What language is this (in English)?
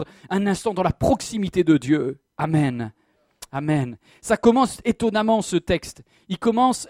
French